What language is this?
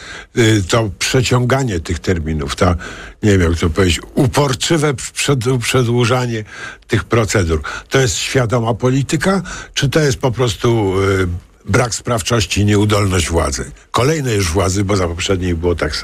Polish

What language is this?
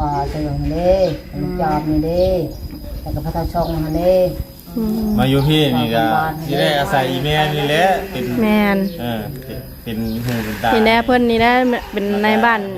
Lao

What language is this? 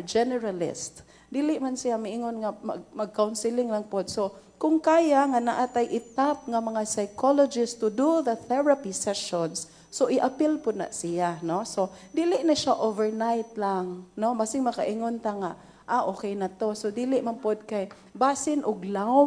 Cebuano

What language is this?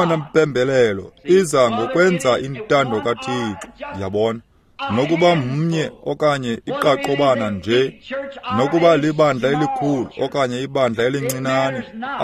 Xhosa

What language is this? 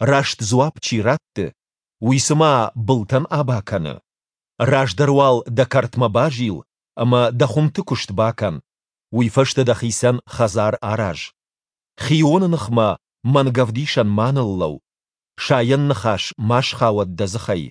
Ossetic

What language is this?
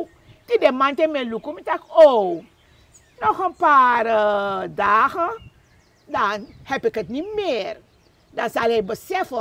Sranan Tongo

